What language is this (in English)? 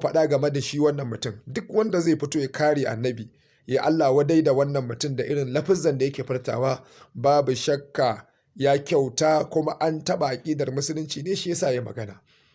Hausa